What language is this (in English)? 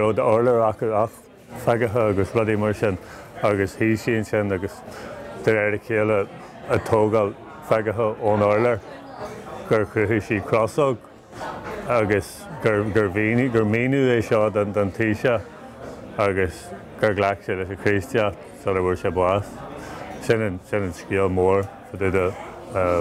Irish